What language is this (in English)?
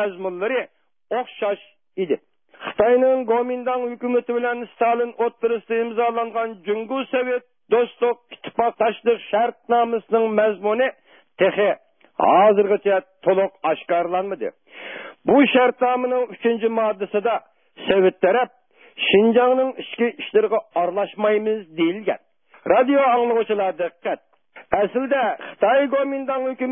Uyghur